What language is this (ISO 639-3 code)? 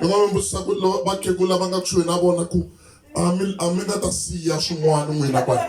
tso